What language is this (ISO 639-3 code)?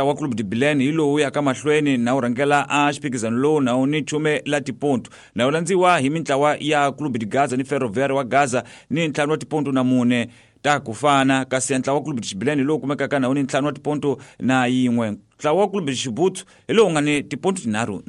tso